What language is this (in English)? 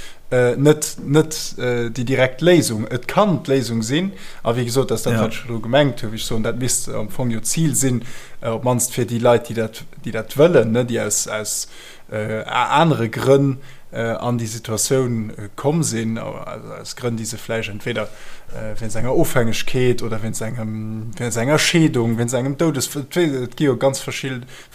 Luxembourgish